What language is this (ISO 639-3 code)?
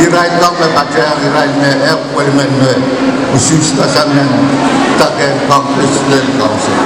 pon